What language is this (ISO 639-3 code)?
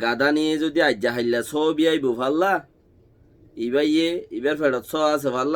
rhg